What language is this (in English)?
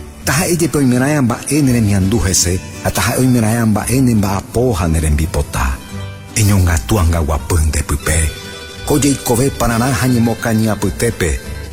Guarani